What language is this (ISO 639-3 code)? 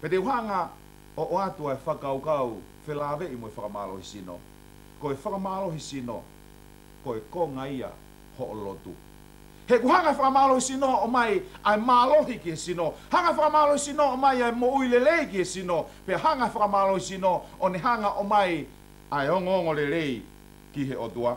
ton